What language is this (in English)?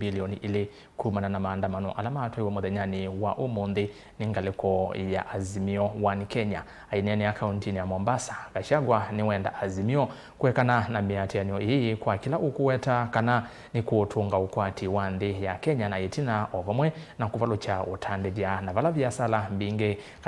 Kamba